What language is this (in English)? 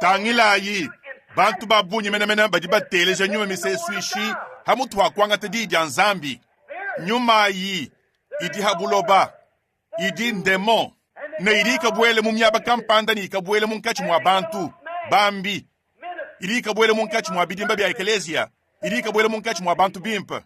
Luba-Lulua